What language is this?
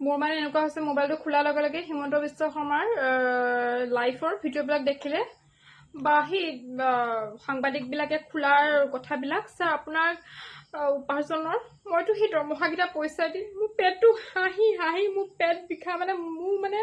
Assamese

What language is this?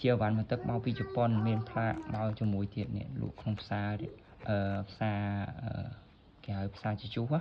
Khmer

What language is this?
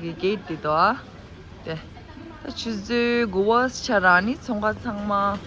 Tibetan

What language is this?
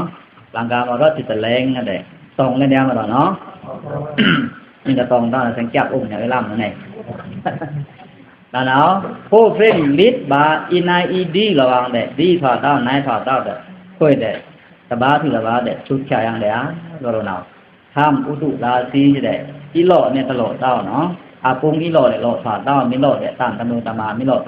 Pa'o Karen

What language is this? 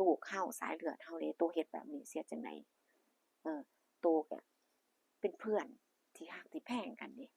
Northeastern Thai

